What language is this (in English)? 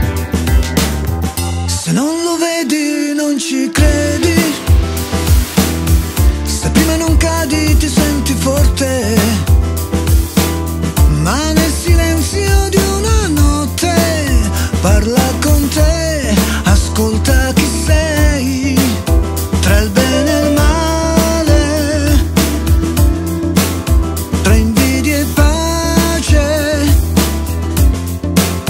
Italian